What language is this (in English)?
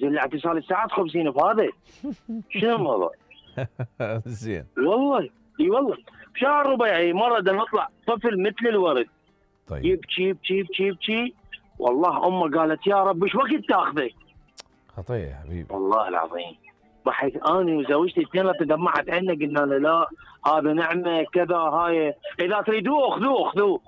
Mesopotamian Arabic